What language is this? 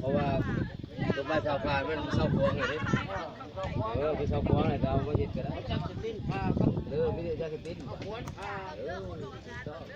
Lao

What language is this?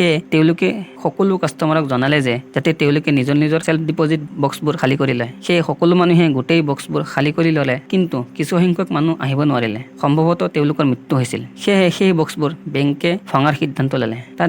Assamese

